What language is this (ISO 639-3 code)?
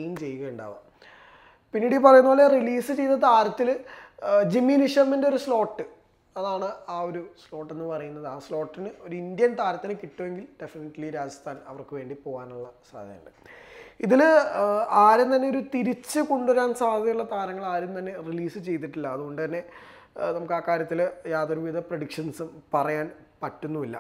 mal